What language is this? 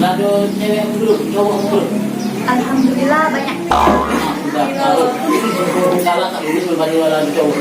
Musi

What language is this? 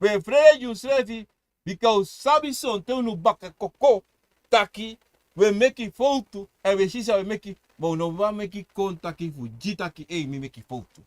Sranan Tongo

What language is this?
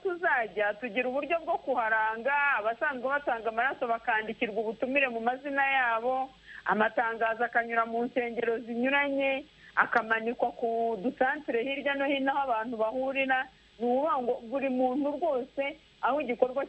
Kinyarwanda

